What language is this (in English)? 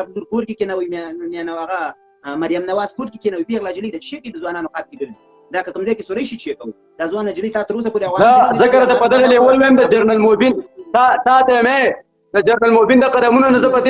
Pashto